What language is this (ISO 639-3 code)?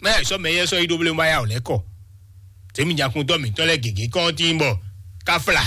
fon